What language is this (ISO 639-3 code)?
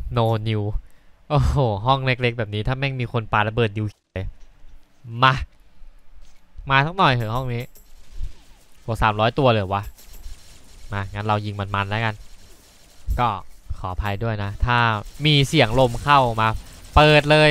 tha